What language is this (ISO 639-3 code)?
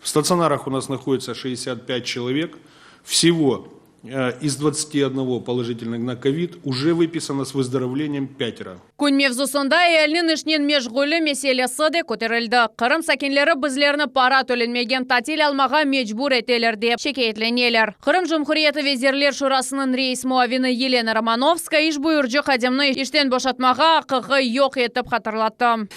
crh